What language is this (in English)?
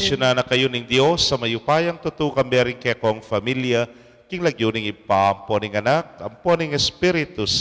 Pampanga